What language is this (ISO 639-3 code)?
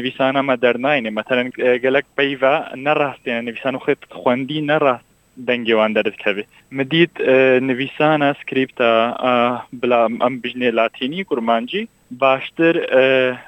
kur